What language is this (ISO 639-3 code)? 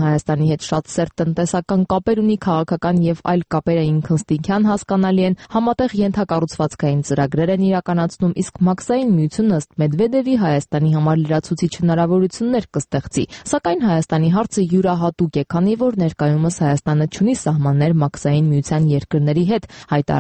hye